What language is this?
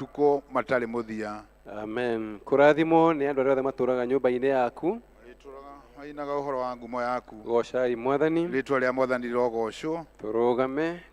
Kikuyu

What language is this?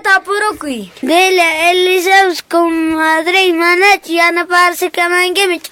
Quechua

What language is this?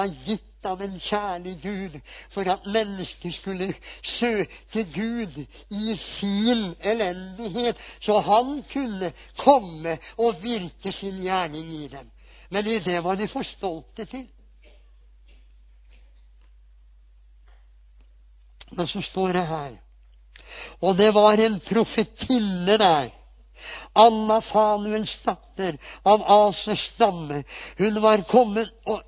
Norwegian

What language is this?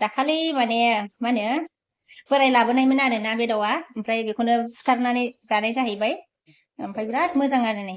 Bodo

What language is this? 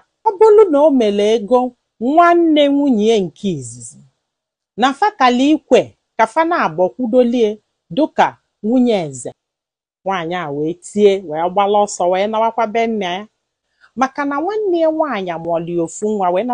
Igbo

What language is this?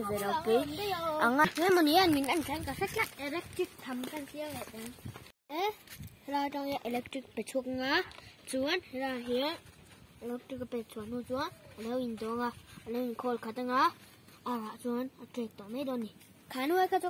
Mizo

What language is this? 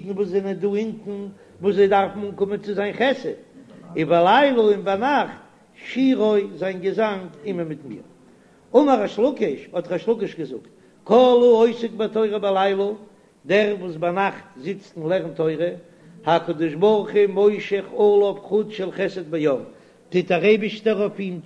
Yiddish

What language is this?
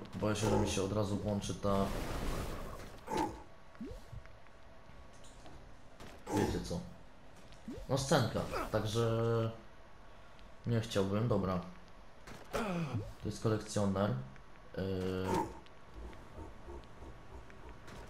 Polish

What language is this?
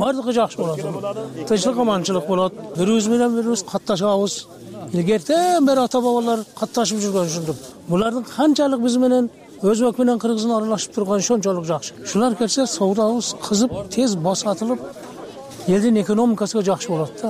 Kyrgyz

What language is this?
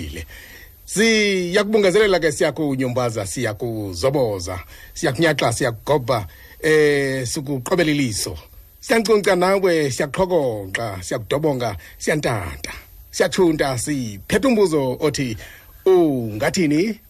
Xhosa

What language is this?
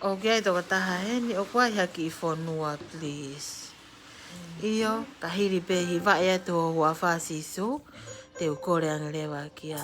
Tongan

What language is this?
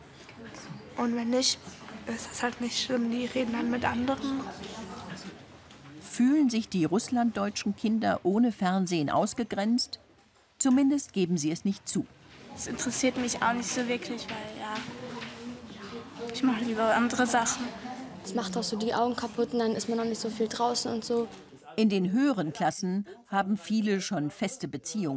German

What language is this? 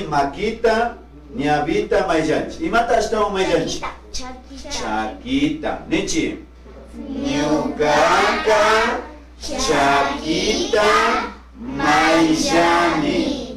Imbabura Highland Quichua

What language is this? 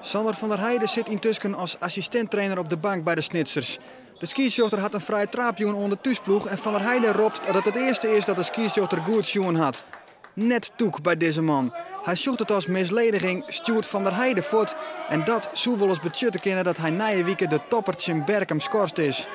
Western Frisian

